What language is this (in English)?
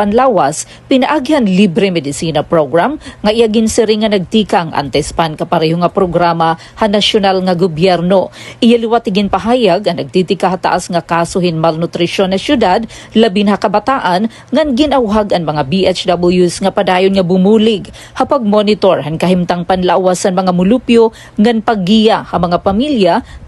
Waray